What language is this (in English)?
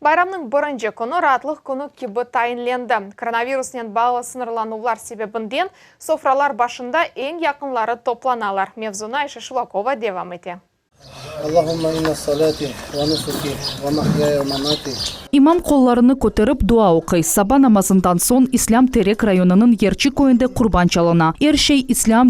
Crimean Tatar